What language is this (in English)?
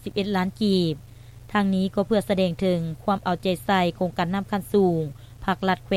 Lao